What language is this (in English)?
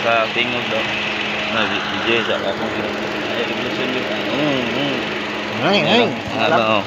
Cebuano